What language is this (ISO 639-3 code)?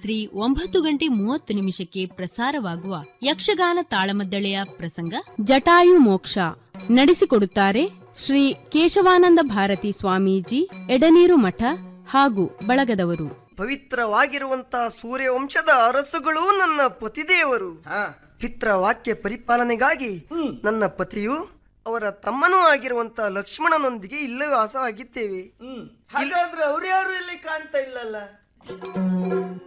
kan